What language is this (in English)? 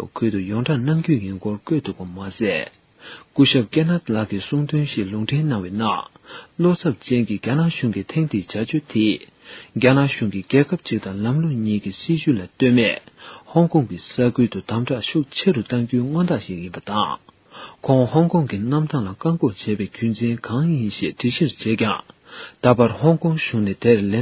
Tibetan